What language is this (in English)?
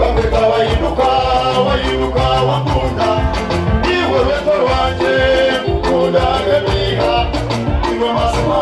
Nyankole